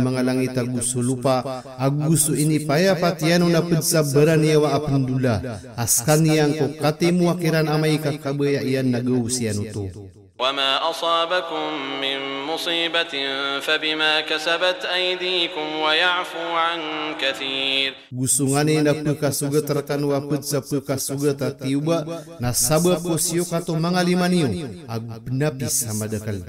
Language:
Maranao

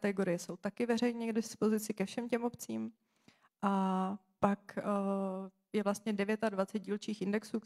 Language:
Czech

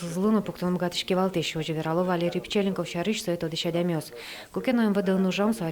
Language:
Udmurt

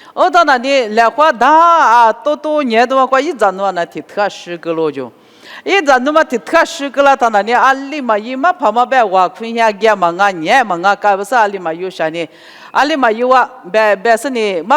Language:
Lisu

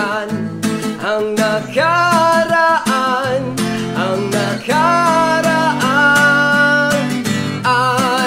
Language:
Filipino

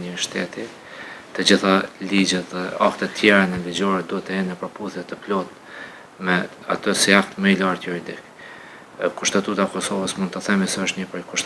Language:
Albanian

